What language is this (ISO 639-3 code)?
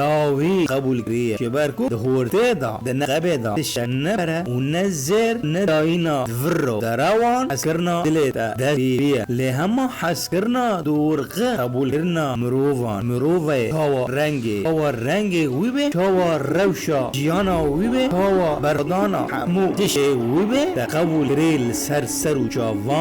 kur